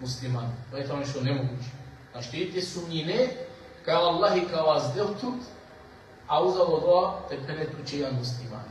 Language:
Balkan Romani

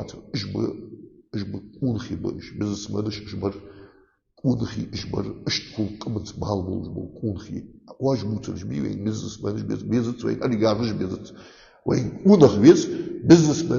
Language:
Ingush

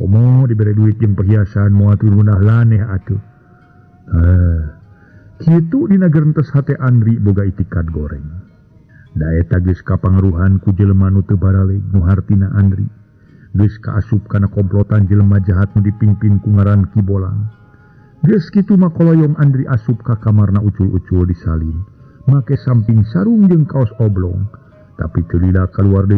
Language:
Sundanese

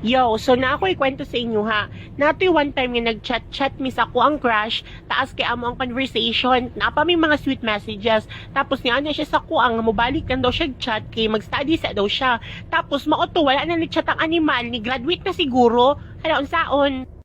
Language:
Cebuano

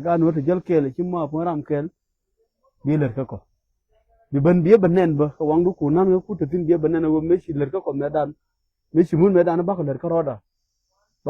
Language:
Nuer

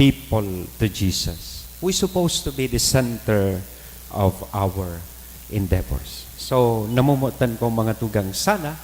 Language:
Bikol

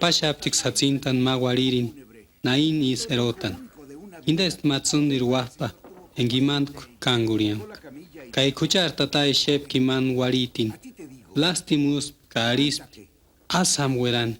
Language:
Purepecha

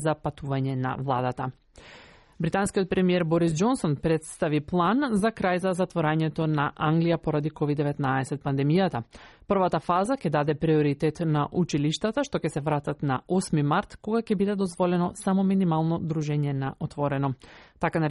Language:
Macedonian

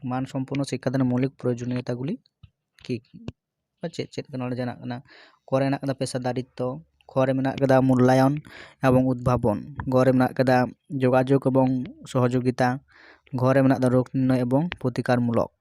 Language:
Santali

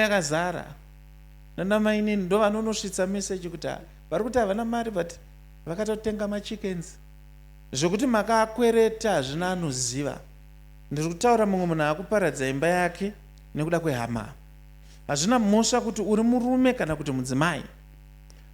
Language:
Shona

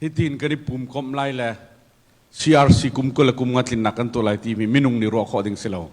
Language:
Hakha Chin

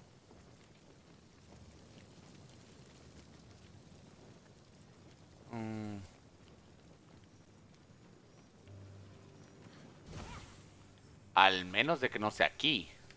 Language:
Spanish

